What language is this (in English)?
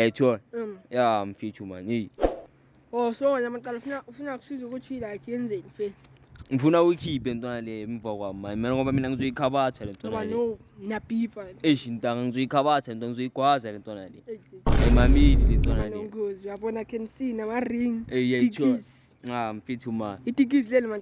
Zulu